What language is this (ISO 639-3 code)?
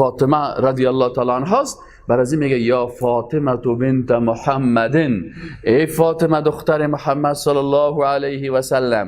fas